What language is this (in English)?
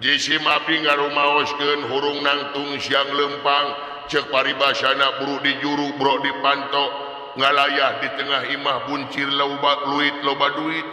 Sundanese